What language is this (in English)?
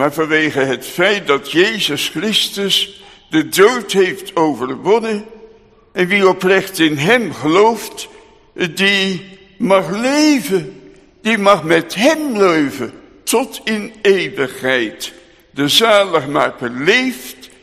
Dutch